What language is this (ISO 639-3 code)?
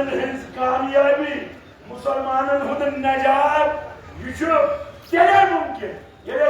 kas